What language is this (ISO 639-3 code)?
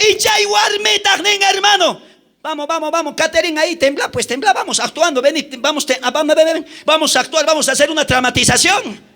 quh